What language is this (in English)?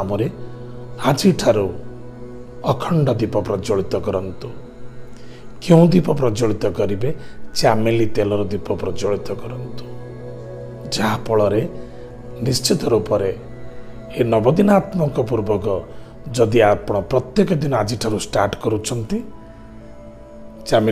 Odia